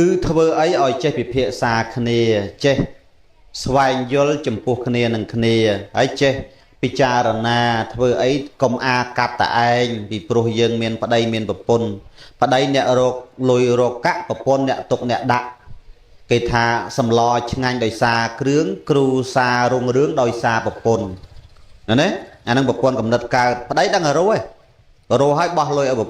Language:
Khmer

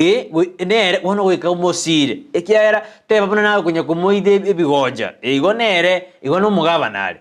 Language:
Gusii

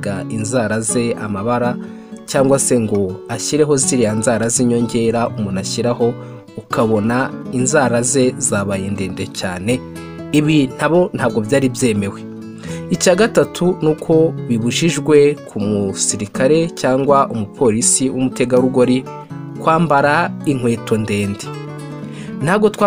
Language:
Kinyarwanda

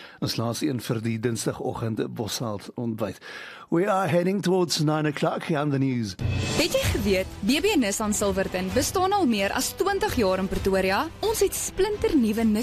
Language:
Afrikaans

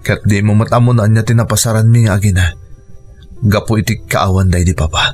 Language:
Iloko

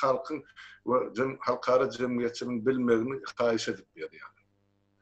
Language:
Turkmen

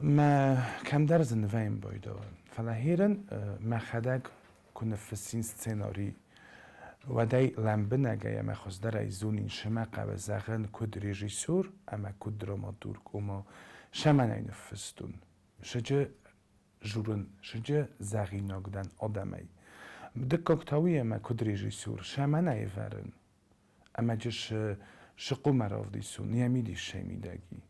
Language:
Ossetic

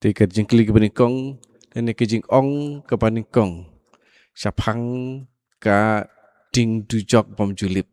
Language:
Khasi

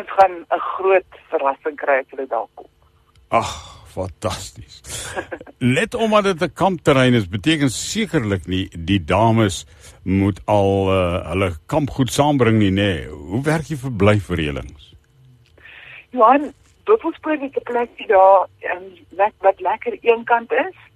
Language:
Afrikaans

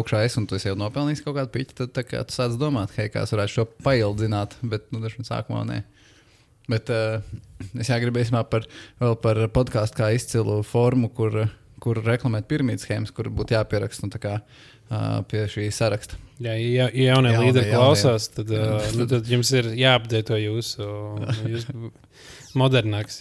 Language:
Latvian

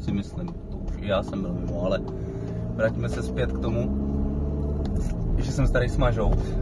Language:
Czech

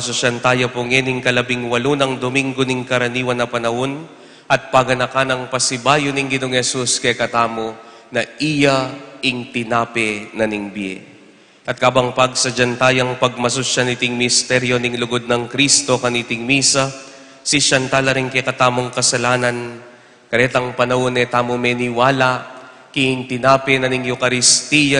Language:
Pampanga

